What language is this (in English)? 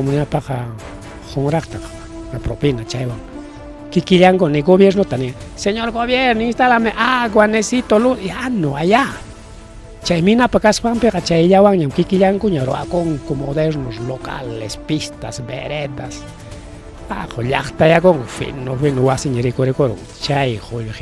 Ayacucho Quechua